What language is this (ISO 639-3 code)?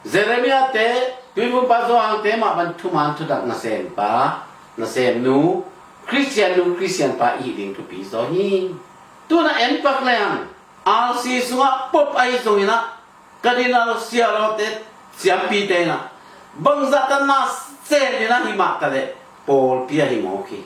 ctd